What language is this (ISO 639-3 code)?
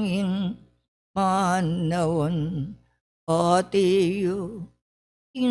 pam